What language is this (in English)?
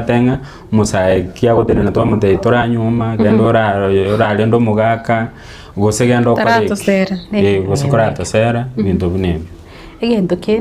Gusii